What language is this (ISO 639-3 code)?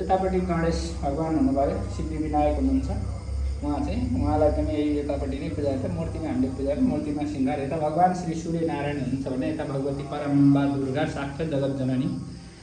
nep